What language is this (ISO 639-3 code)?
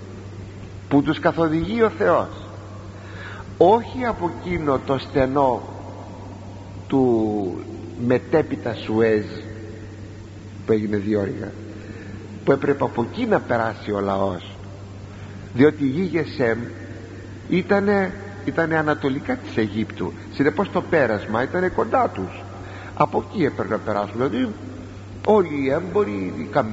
ell